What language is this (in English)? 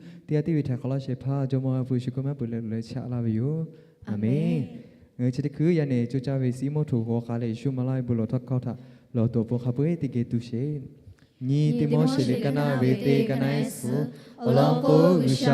Lahu